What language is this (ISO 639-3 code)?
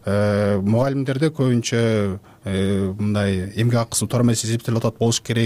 kir